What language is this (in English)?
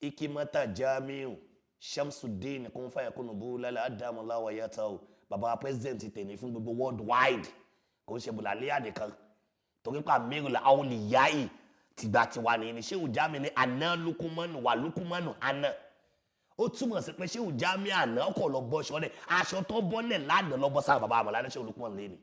Yoruba